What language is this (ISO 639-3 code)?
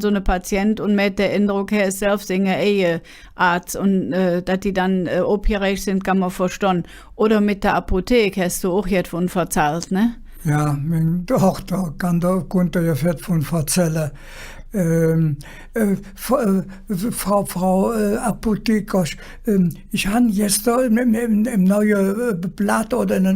ksh